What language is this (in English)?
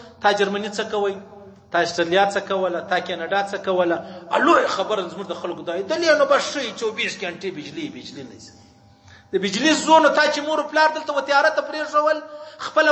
Pashto